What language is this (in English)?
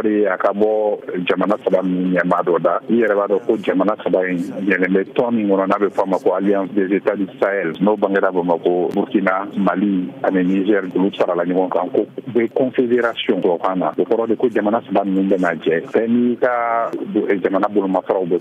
Bambara